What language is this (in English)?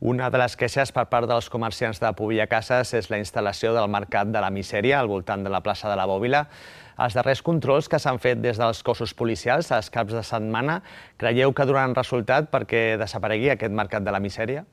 Catalan